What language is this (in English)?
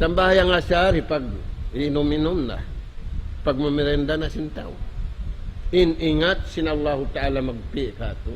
Tausug